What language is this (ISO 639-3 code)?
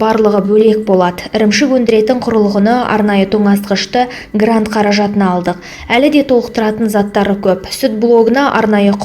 kaz